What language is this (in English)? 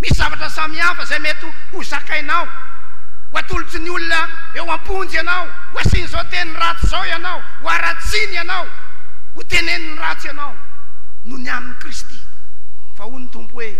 Malagasy